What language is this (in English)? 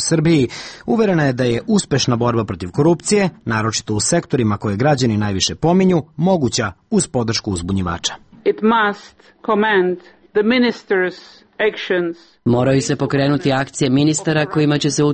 Serbian